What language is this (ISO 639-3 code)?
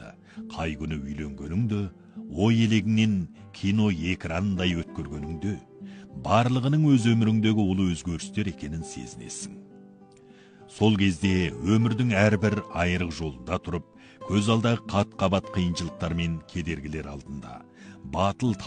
kaz